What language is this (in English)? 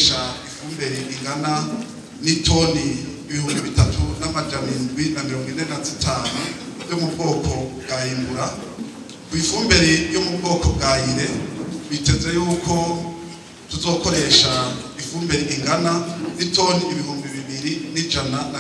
Rundi